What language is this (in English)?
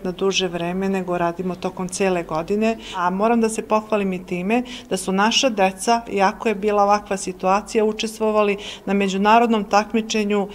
Serbian